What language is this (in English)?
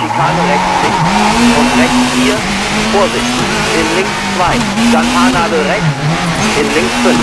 Bavarian